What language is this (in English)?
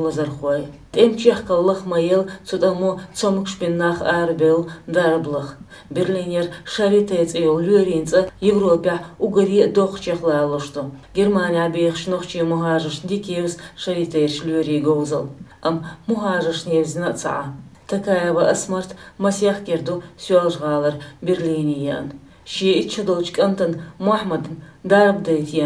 Chechen